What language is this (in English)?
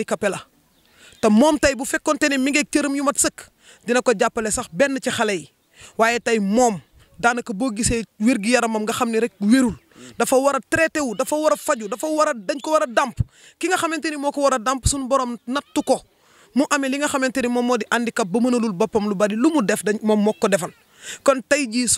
Wolof